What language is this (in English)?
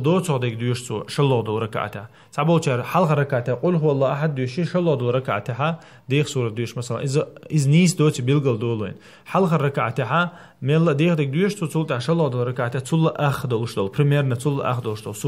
Chechen